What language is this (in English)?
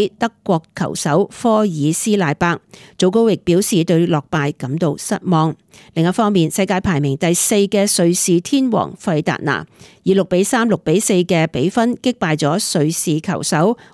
Cantonese